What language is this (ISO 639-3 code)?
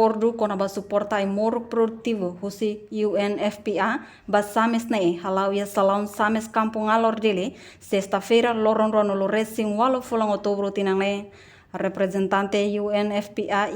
tet